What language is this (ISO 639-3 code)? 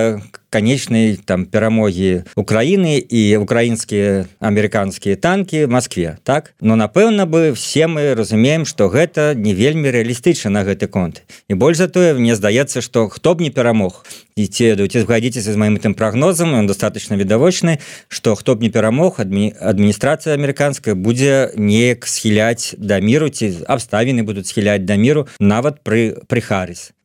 bel